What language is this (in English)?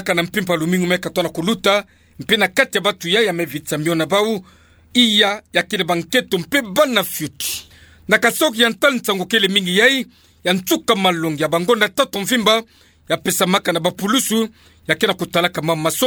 Kituba (Democratic Republic of Congo)